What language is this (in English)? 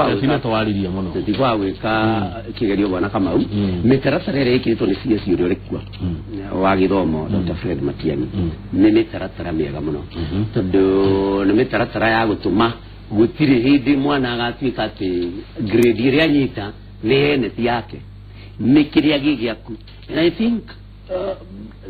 Kikuyu